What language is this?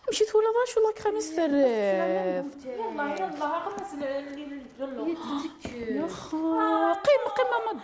Kabyle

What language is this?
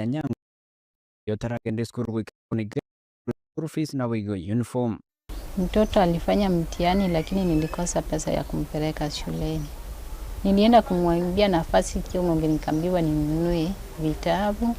Gusii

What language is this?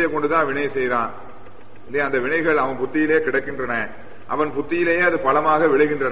Tamil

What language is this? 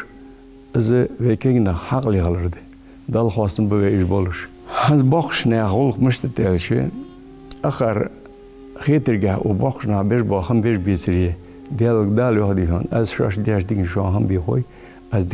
Ingush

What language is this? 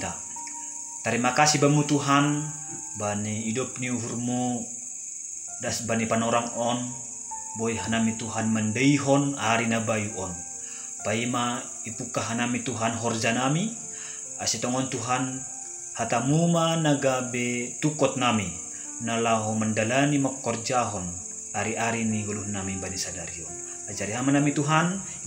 Batak Simalungun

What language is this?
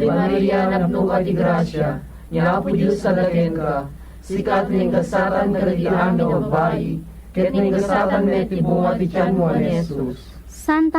Iloko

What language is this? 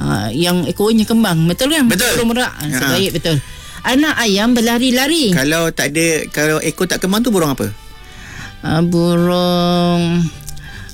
Malay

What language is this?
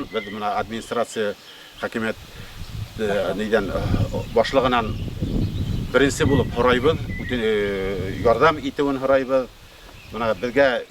Bashkir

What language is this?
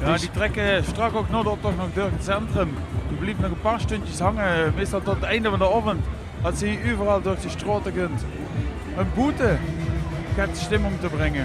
Limburgish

